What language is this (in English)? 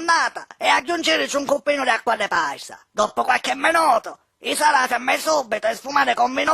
Sicilian